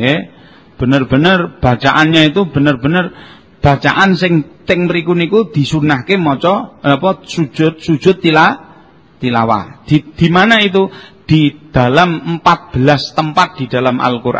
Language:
Javanese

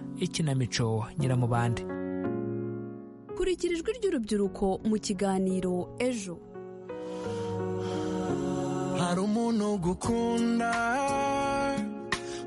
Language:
Kinyarwanda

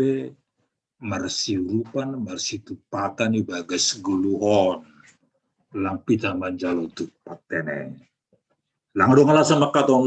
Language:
Batak Simalungun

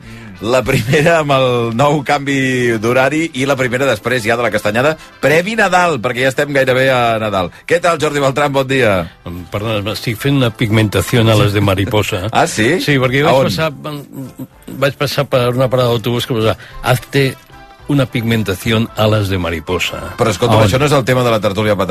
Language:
Catalan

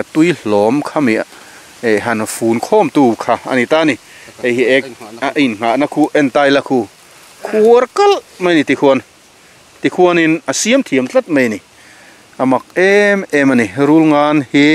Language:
Mizo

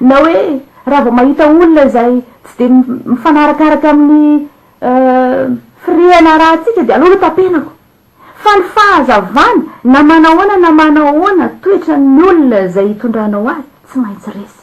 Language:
Malagasy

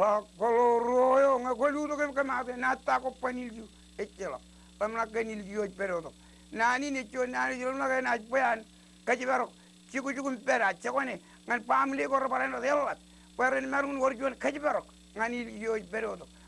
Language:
Marshallese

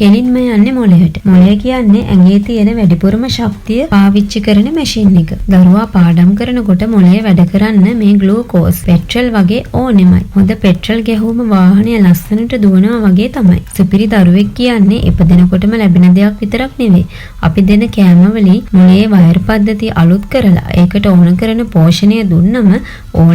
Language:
Sinhala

